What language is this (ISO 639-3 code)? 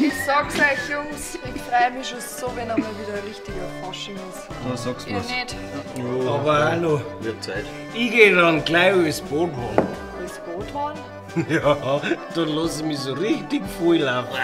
bar